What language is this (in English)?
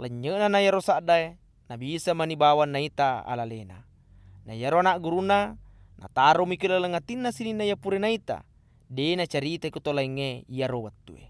Buginese